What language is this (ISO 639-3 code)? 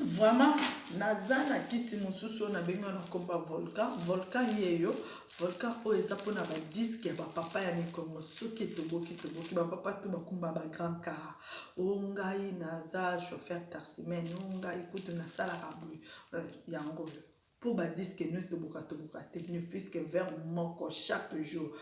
lin